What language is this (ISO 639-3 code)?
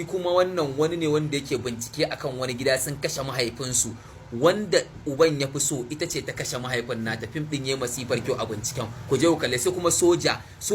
hau